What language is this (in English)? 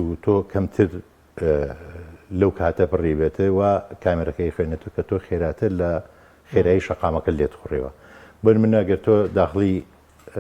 Central Kurdish